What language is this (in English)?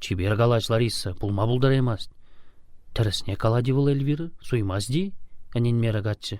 Chuvash